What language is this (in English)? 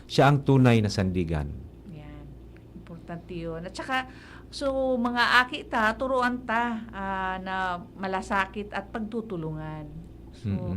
Bikol